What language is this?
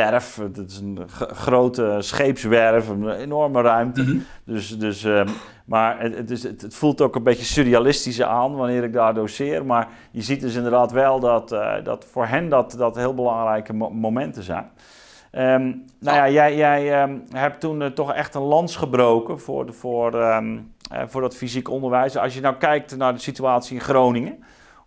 Dutch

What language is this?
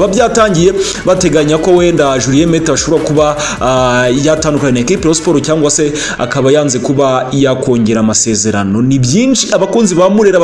Kinyarwanda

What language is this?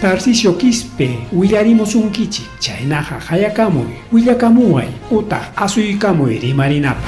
Ayacucho Quechua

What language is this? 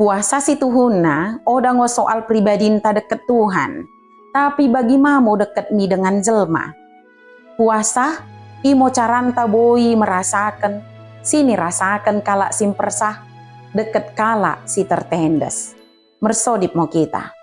Batak Dairi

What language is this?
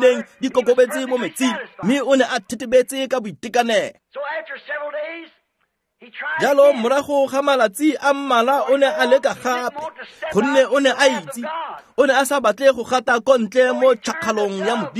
Tswana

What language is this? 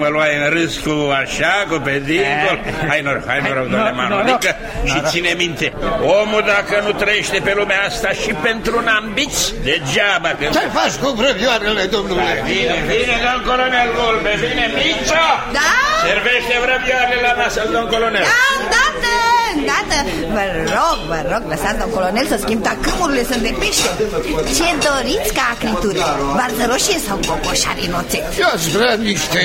Romanian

